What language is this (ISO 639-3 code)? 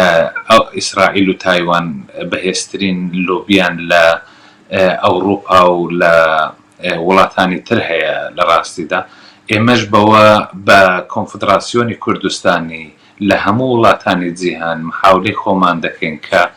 ckb